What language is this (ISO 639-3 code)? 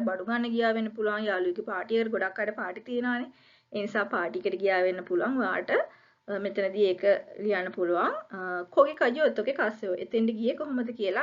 sin